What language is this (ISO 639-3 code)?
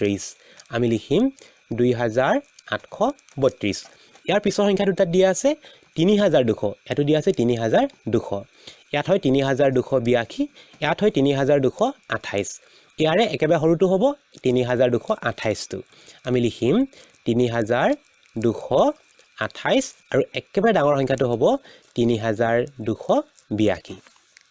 asm